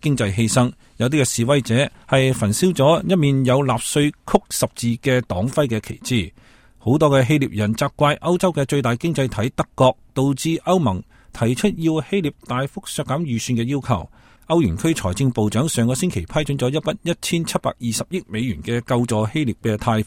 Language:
Cantonese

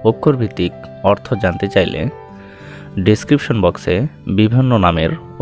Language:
Bangla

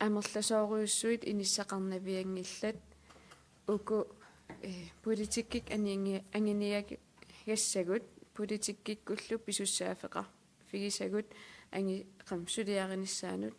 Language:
Kalaallisut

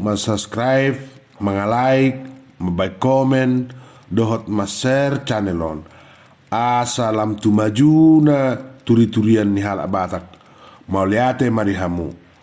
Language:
Batak Toba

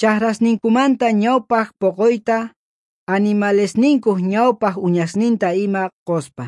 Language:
South Bolivian Quechua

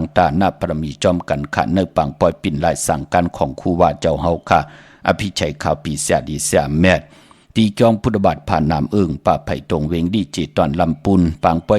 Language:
Shan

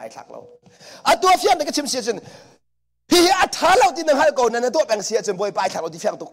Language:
Hakha Chin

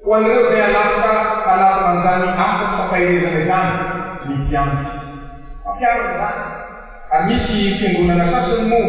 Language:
Malagasy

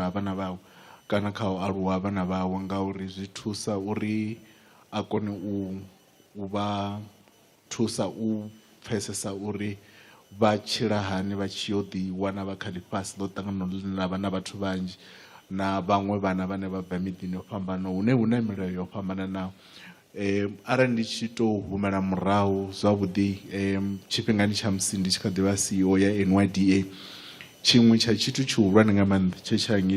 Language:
Venda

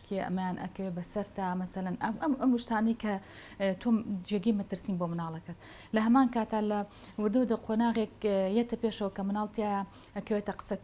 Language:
Central Kurdish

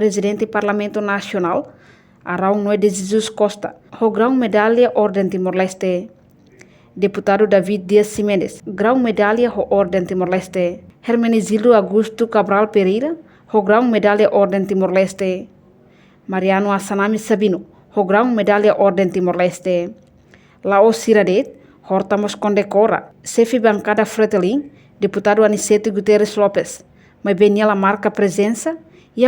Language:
Tetum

